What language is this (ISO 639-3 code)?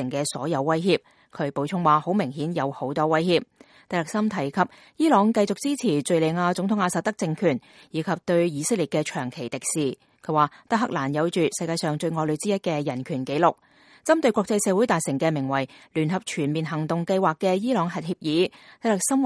yue